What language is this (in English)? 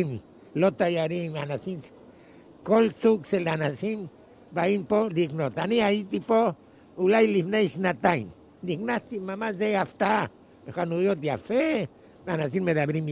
Hebrew